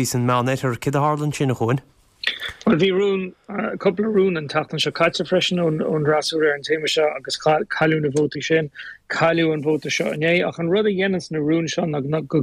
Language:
Irish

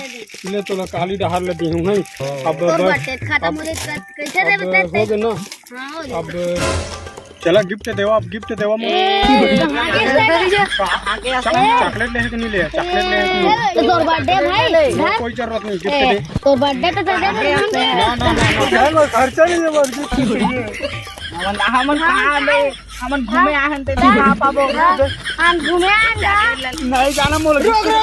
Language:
Chhattisgarhi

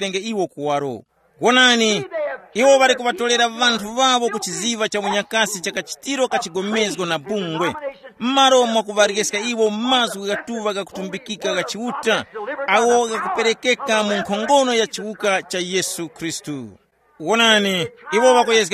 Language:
Tumbuka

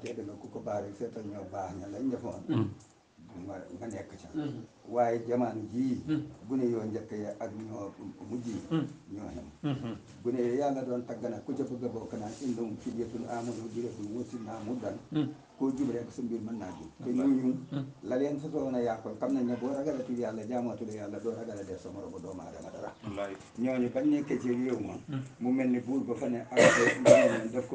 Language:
Wolof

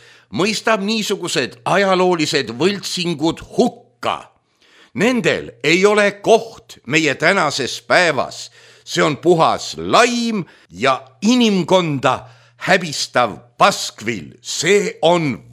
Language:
Estonian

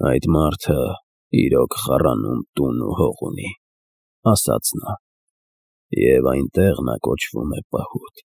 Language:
Armenian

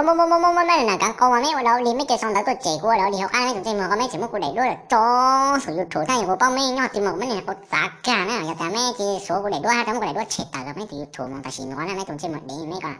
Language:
Hmong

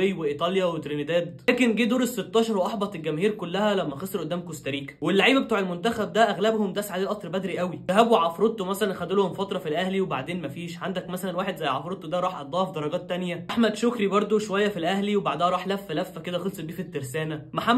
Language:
Egyptian Arabic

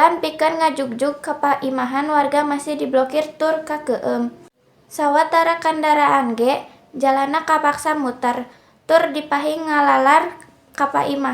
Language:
Sundanese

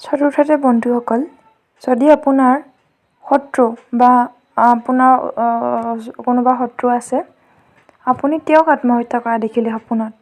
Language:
Assamese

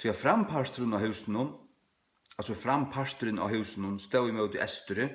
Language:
Faroese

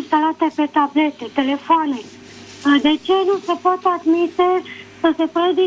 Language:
Romanian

